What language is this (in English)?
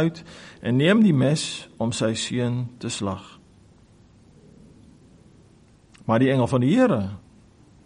Afrikaans